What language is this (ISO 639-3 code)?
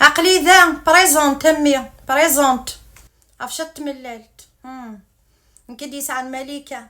kab